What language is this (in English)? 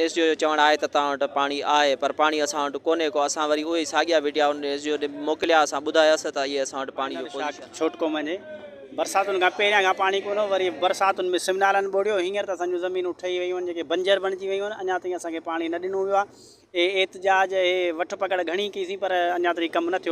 Sindhi